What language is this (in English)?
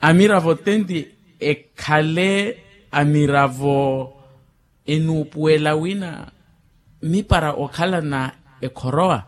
Makhuwa